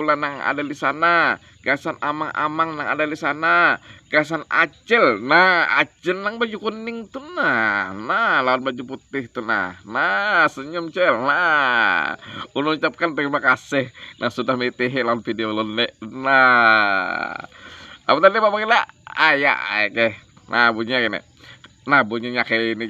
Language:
Banjar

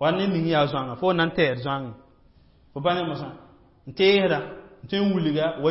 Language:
Mossi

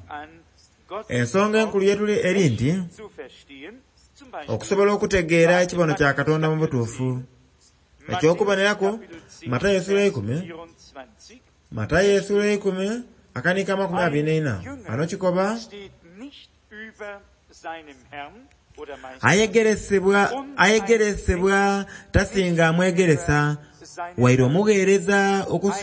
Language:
Soga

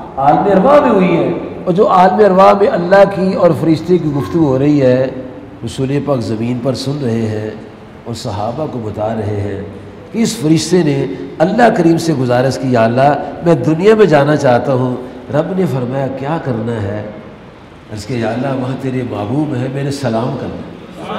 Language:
Urdu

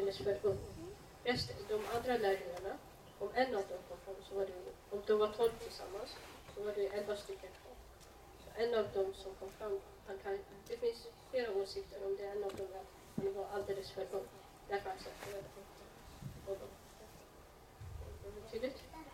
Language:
Swedish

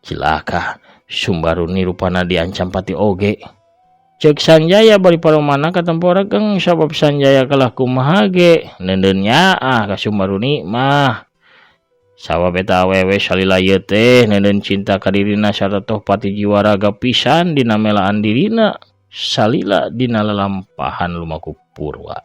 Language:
Sundanese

